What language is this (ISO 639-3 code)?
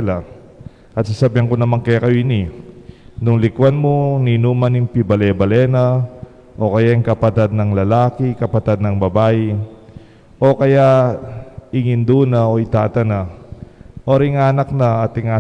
pam